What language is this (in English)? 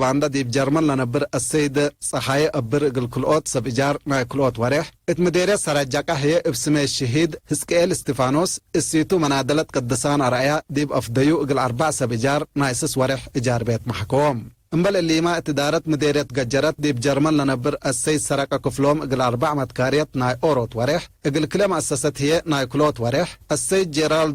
Tigre